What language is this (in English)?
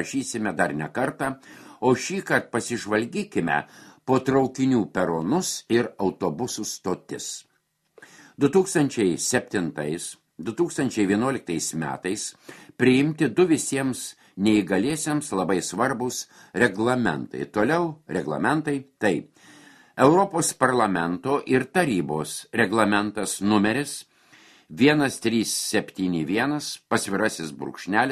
Lithuanian